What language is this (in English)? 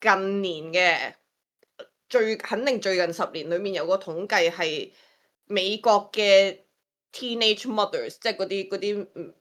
Cantonese